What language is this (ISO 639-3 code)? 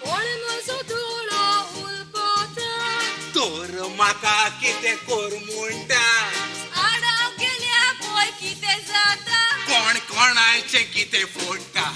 kok